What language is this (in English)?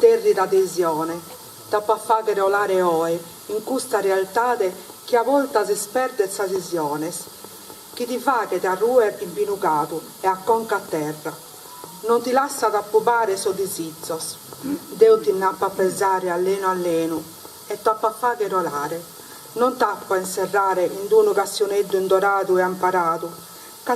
Sardinian